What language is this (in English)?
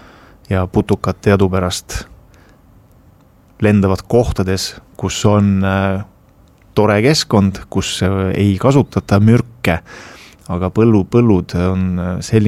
Estonian